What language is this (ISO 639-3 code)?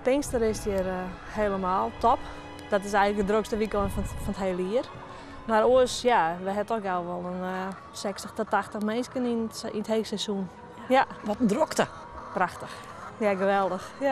fry